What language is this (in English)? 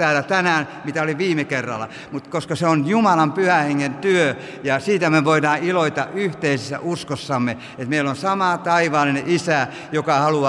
Finnish